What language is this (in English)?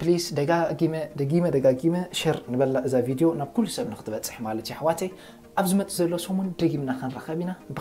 Tigrinya